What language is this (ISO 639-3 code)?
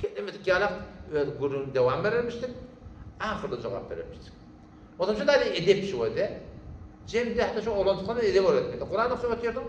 tuk